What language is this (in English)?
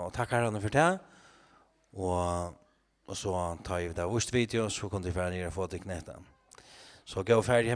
Faroese